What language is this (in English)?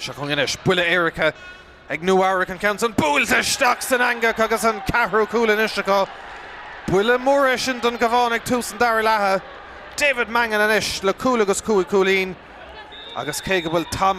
Irish